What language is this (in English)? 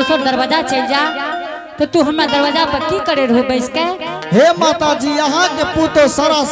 Angika